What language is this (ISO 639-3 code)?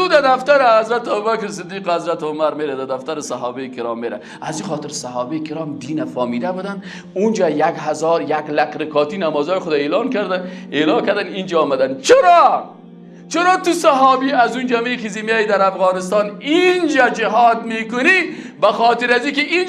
fas